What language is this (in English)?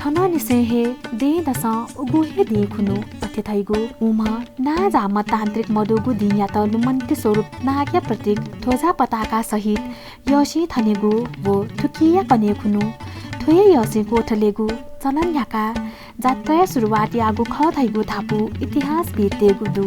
Newari